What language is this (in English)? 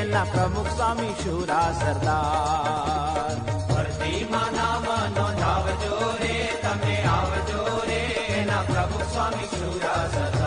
Gujarati